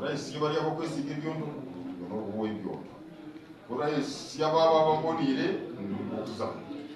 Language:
Nyankole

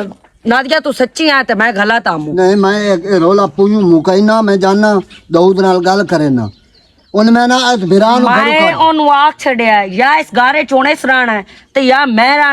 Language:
Western Panjabi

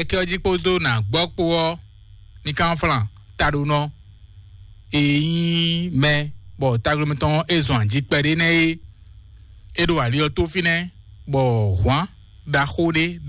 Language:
Fon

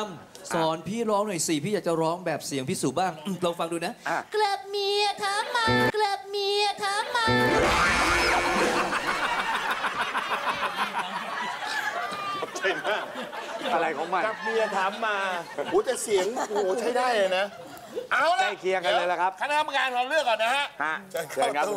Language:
Thai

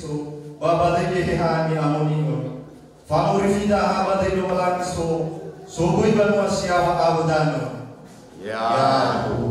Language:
Nias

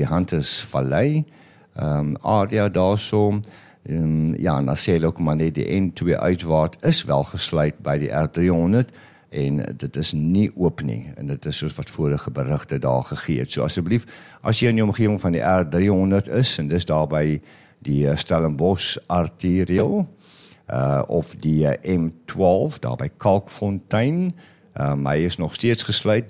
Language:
Afrikaans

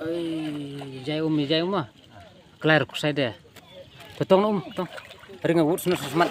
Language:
Khasi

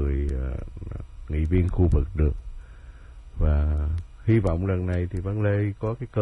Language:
Vietnamese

